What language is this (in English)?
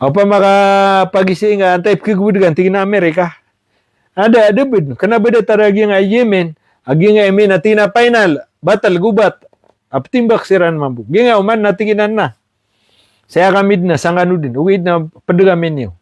Maranao